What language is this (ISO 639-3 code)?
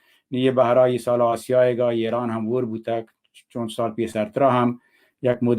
bal